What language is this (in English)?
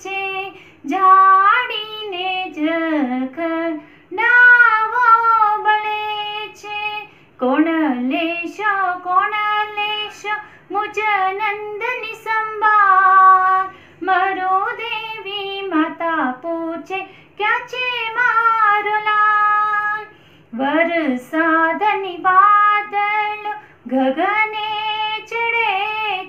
Gujarati